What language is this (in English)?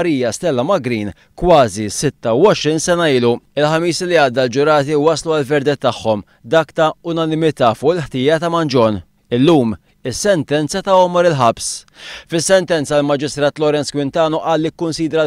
Maltese